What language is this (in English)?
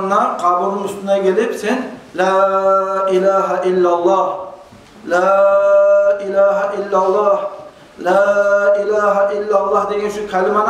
Kumyk